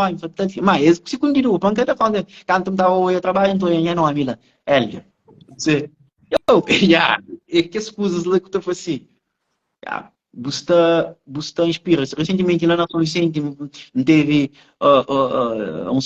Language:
Kabuverdianu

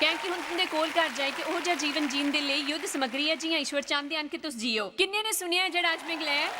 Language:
Dogri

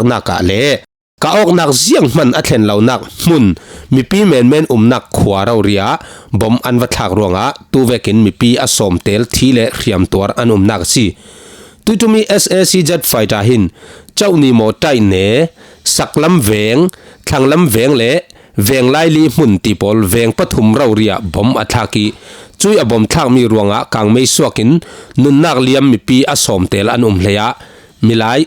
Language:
Falam Chin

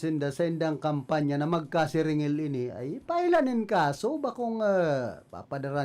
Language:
Bikol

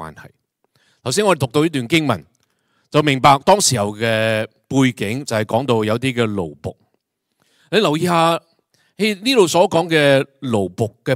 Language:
Cantonese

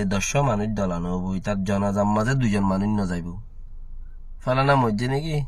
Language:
Rohingya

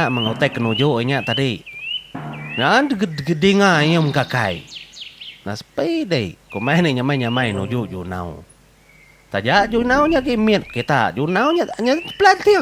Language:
Iban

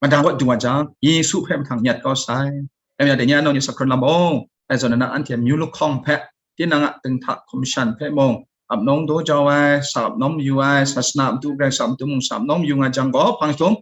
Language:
Kachin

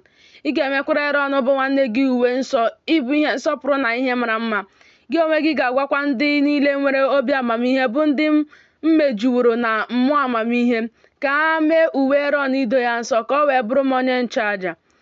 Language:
Igbo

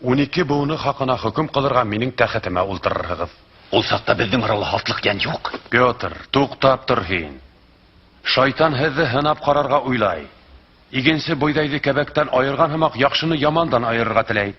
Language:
Bashkir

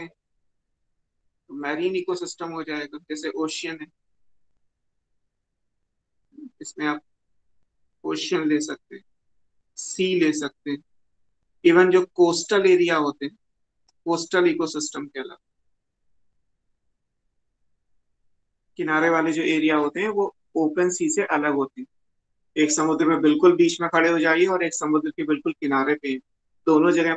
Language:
Hindi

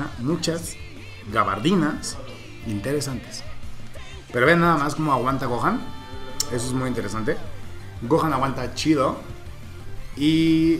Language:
Spanish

